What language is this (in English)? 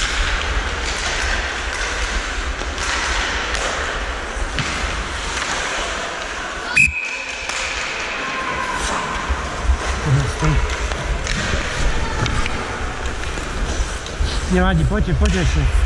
Slovak